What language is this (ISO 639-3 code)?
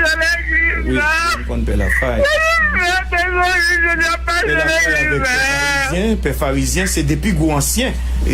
hat